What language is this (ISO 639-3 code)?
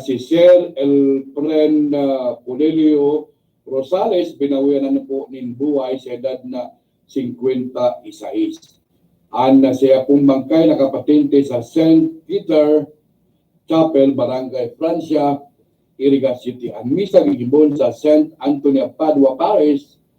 bik